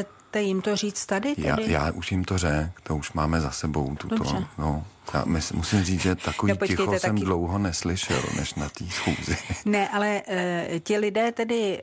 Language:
Czech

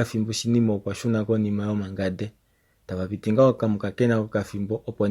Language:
Kuanyama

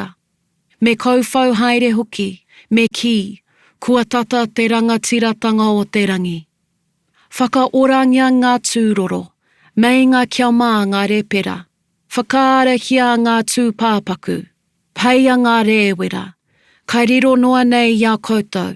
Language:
Māori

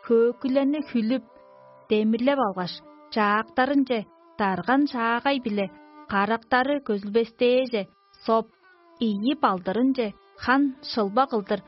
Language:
Tuvinian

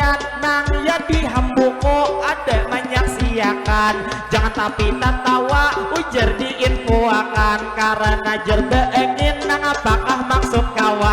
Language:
Banjar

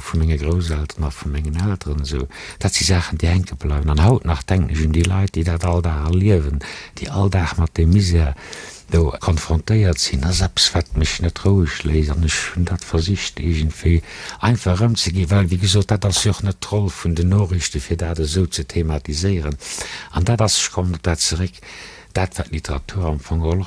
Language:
Luxembourgish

